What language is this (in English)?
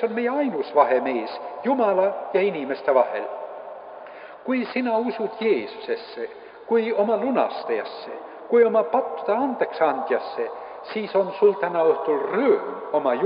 Estonian